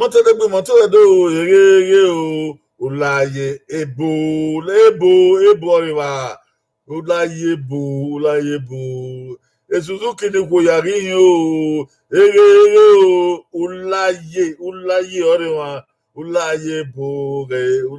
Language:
Bini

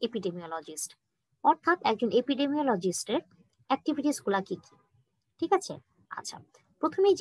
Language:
Bangla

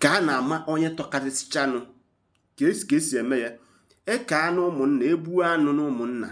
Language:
Igbo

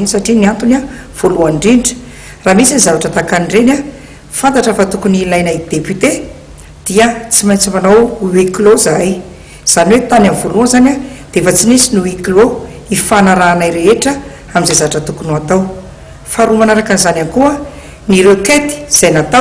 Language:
Malagasy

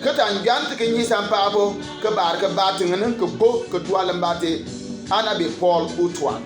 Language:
Bimoba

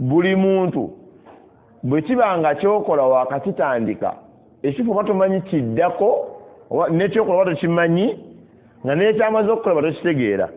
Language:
Ganda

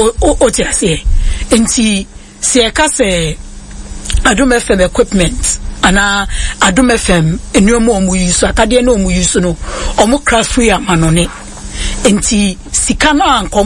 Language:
Akan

